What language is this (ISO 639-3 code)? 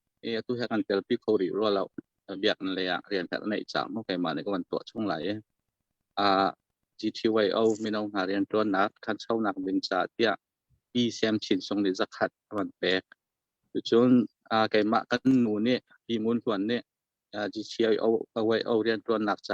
cnh